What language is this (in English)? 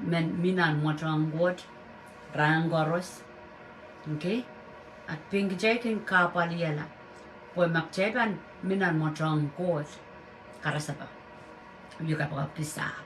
Pohnpeian